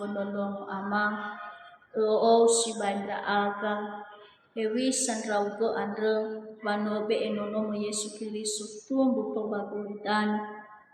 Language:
Nias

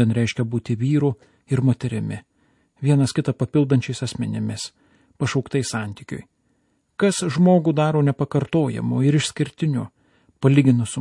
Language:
Lithuanian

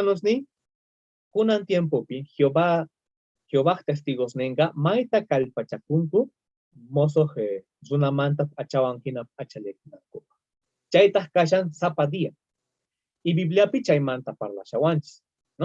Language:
South Bolivian Quechua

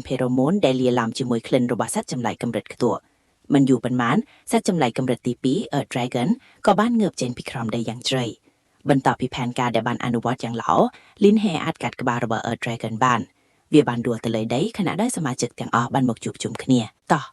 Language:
Khmer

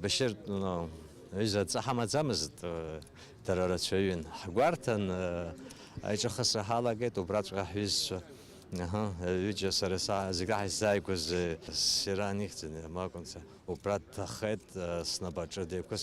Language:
Abkhazian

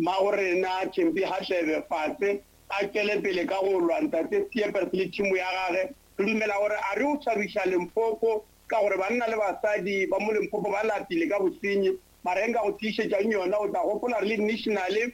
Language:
Northern Sotho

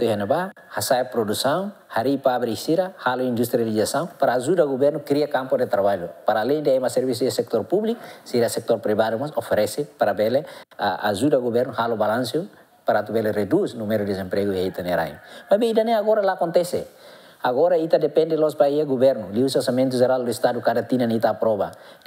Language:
Tetum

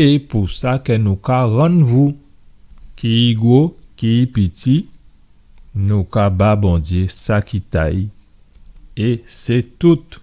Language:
Guadeloupean Creole French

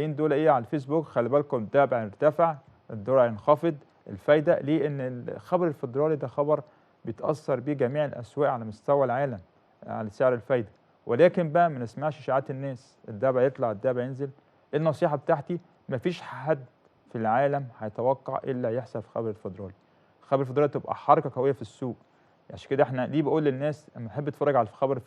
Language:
Egyptian Arabic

